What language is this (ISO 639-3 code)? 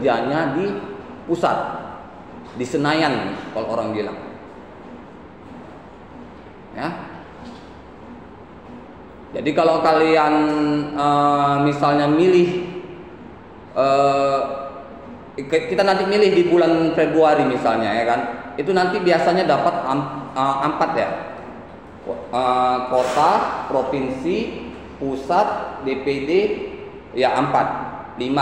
ind